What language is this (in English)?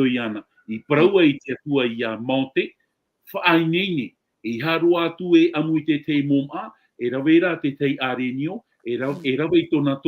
Tahitian